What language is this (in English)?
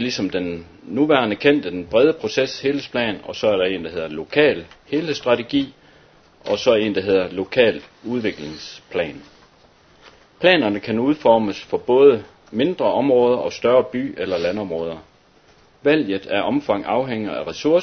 Danish